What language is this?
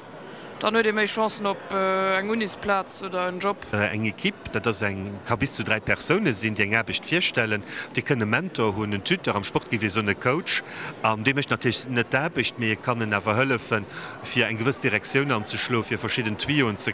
Luxembourgish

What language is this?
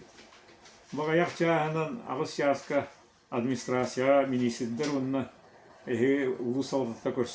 Yakut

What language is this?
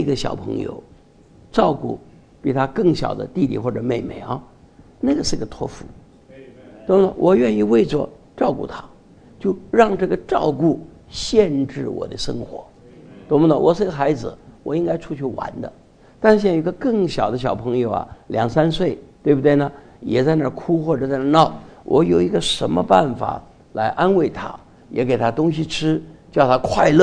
Chinese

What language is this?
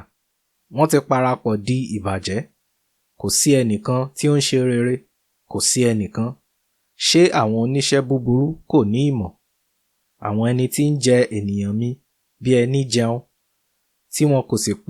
Yoruba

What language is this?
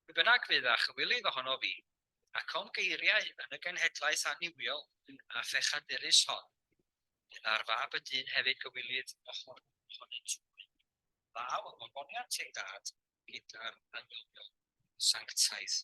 Welsh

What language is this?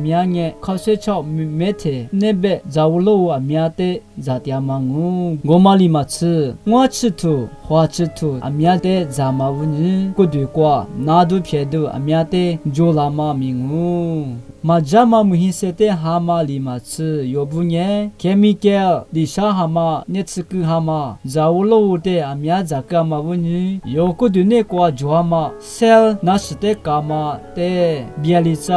Lisu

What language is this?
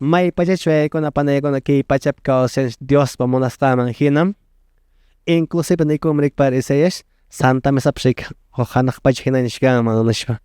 Quechua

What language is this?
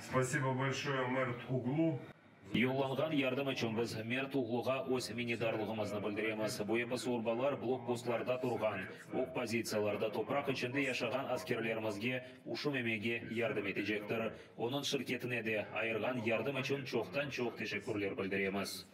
Crimean Tatar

